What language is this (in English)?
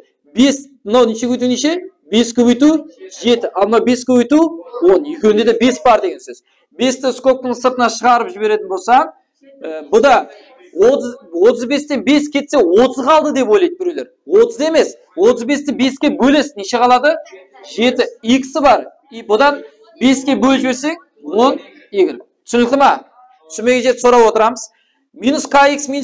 Kara-Kalpak